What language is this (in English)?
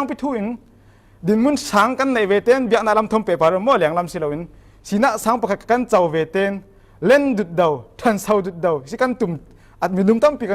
Falam Chin